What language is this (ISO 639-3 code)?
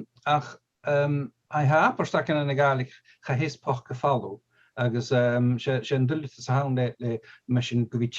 gla